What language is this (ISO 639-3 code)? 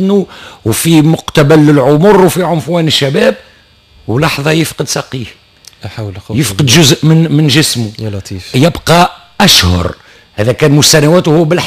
aeb